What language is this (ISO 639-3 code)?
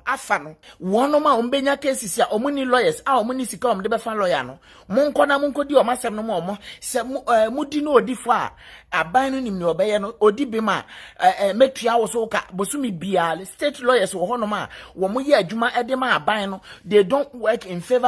aka